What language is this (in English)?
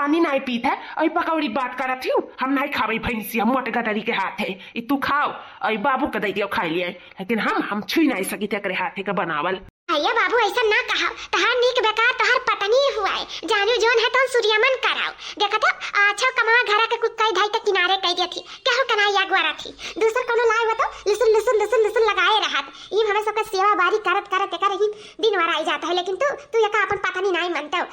Awadhi